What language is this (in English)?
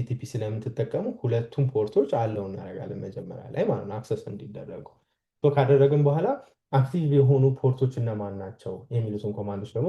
Amharic